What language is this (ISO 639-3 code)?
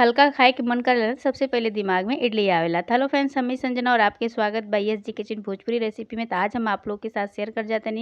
bho